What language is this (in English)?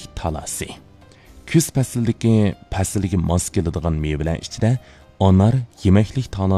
Uyghur